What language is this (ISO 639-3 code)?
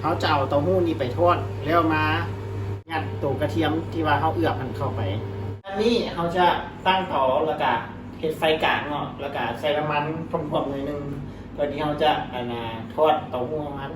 lao